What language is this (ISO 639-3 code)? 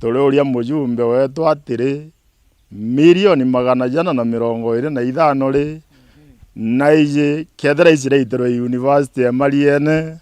mer